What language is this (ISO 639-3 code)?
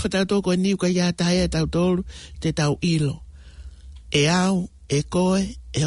ton